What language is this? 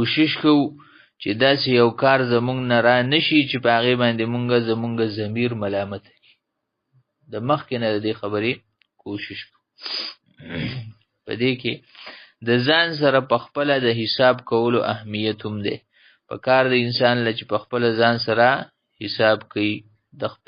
Pashto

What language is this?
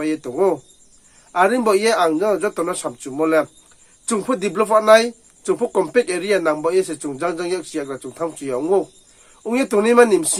Riang (India)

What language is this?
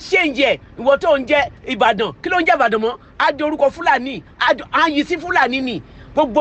Yoruba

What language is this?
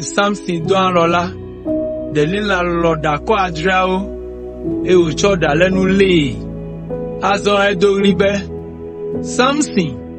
Ewe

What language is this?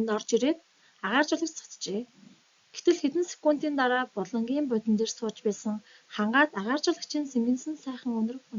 Mongolian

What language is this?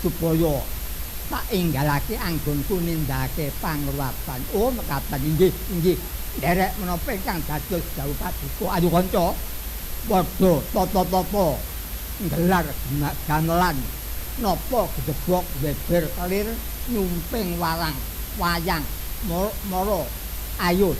Javanese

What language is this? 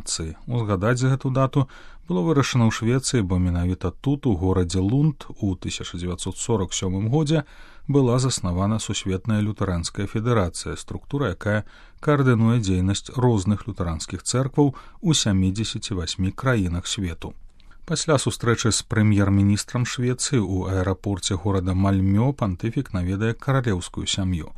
Belarusian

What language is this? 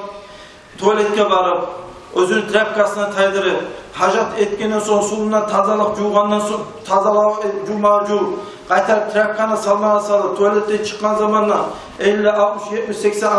Kumyk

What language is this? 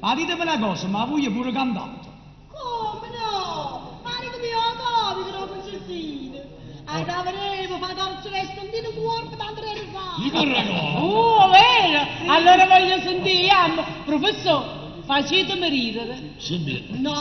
Neapolitan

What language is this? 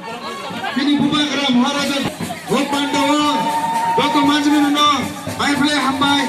Kok Borok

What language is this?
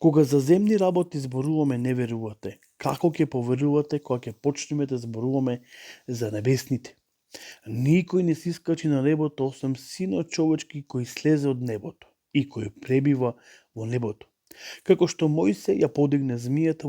Macedonian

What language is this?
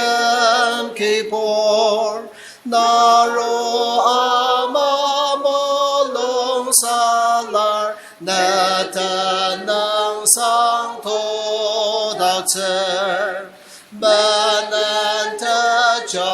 Ao Naga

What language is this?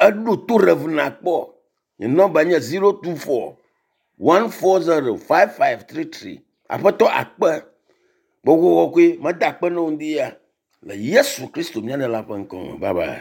Ewe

